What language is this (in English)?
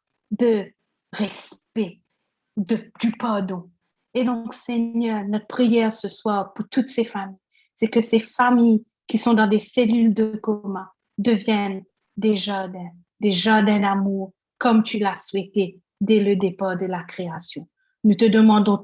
Morisyen